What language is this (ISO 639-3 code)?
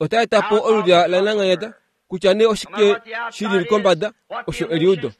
kua